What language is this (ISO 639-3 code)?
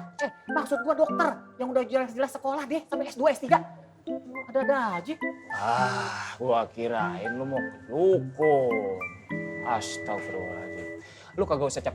bew